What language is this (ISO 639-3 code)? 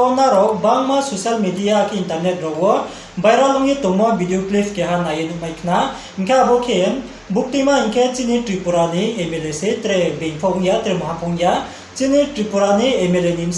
ria